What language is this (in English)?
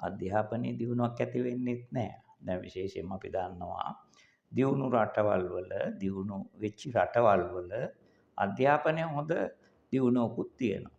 Sinhala